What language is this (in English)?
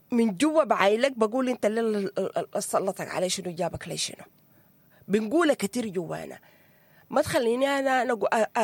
Sudanese Arabic